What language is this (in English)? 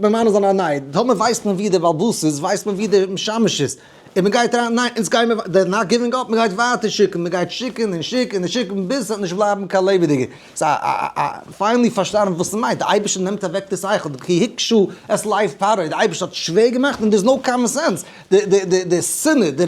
Yiddish